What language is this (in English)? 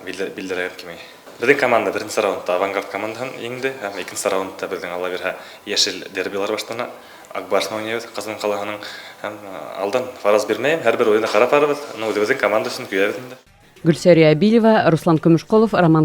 Bashkir